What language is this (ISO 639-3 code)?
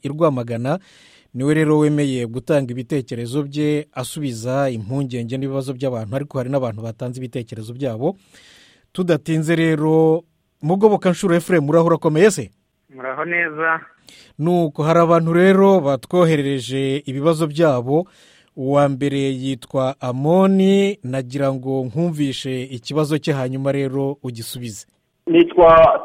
kin